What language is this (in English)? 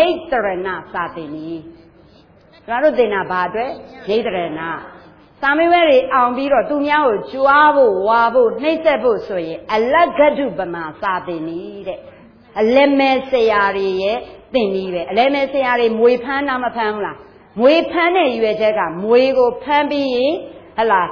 Burmese